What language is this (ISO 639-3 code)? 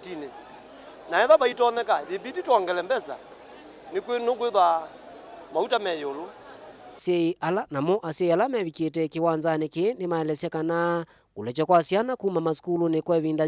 kam